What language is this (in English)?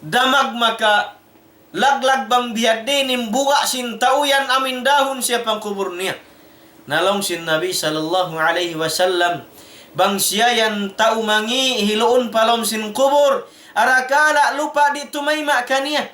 Tausug